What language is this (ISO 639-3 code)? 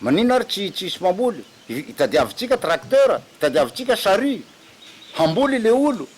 mlg